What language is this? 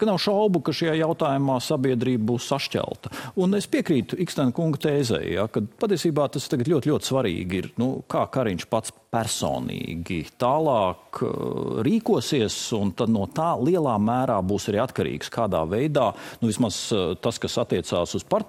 Latvian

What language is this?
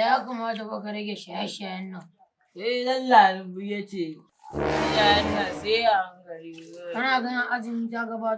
Hausa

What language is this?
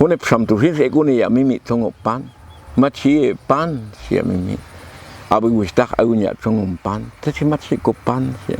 Popti'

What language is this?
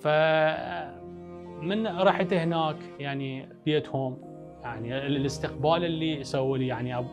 Mesopotamian Arabic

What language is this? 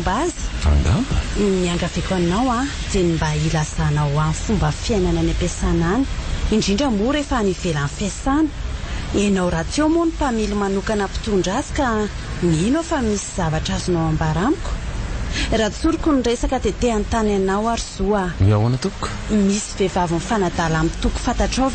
Malagasy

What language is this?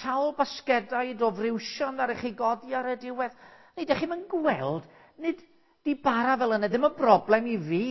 Welsh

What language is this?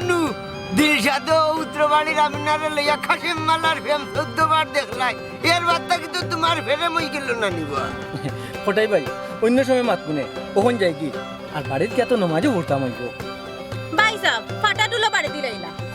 Sylheti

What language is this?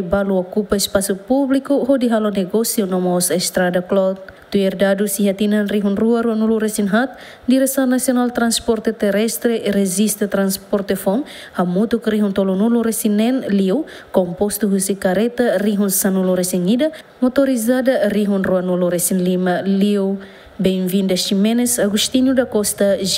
Tetum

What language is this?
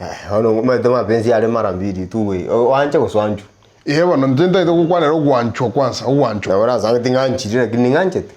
Gusii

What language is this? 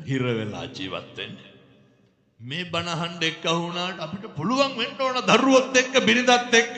Sinhala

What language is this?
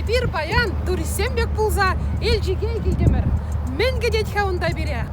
Chuvash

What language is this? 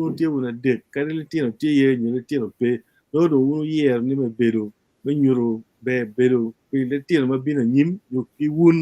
Acoli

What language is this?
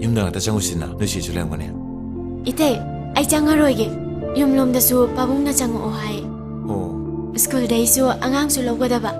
Manipuri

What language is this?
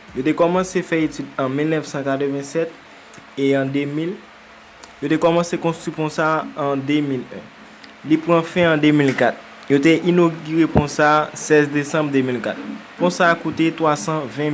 Haitian Creole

